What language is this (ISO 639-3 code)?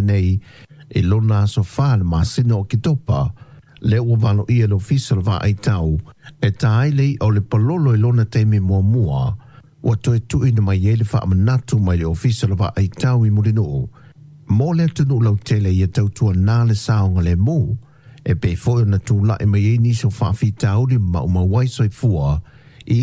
smo